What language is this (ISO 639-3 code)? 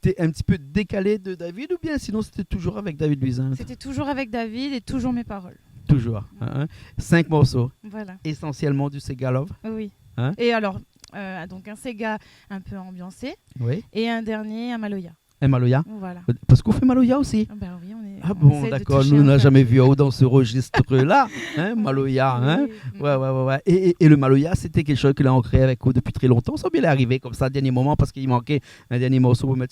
rcf